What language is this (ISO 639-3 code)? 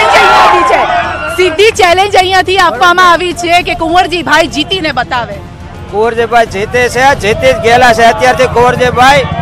guj